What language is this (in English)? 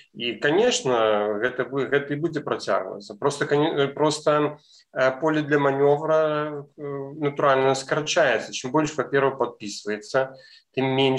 Belarusian